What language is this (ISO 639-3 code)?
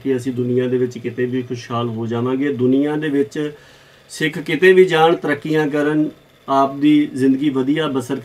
pan